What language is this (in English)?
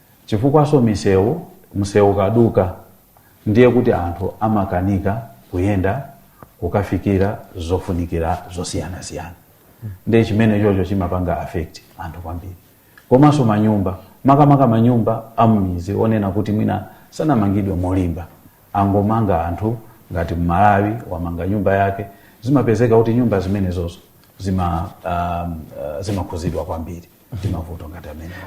Nyanja